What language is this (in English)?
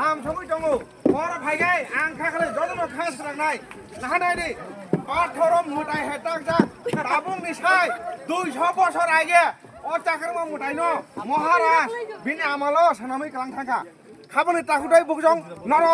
Kok Borok